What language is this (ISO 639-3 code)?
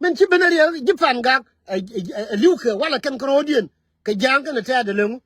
nus